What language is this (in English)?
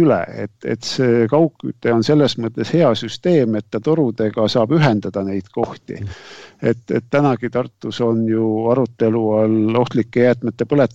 Estonian